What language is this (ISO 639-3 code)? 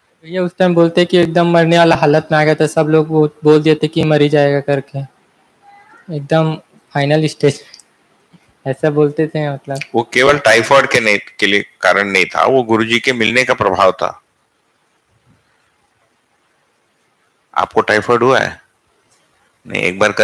hin